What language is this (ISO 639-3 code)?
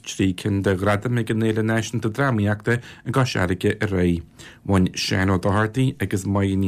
gle